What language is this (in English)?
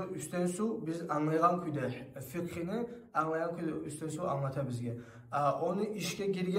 Kumyk